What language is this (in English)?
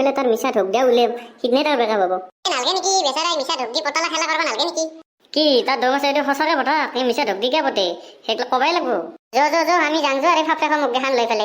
Assamese